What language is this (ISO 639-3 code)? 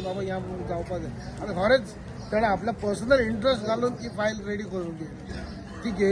kok